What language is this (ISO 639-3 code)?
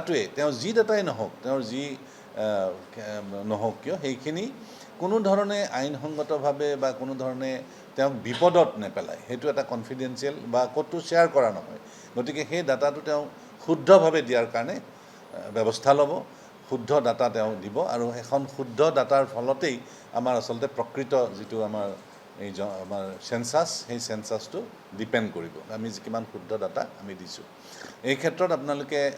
asm